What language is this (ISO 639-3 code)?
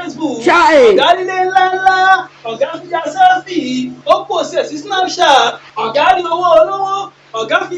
yor